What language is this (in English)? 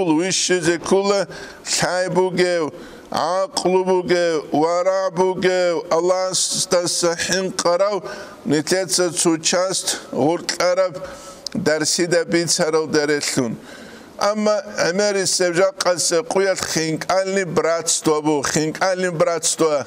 Avaric